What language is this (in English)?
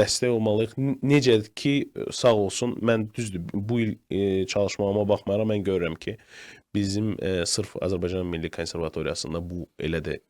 Azerbaijani